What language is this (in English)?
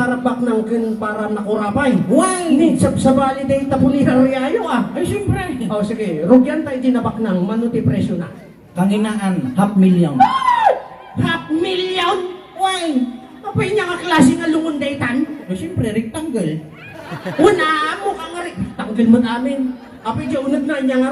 Iloko